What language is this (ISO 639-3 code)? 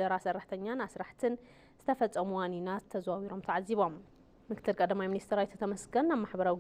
tir